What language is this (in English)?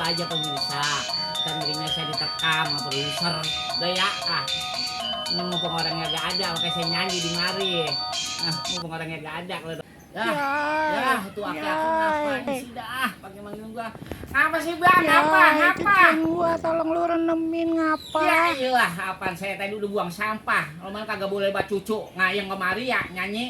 Betawi